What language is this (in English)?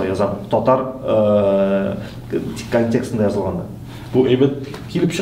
Tatar